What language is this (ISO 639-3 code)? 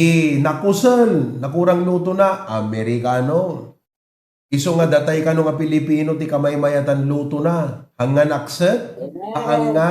ilo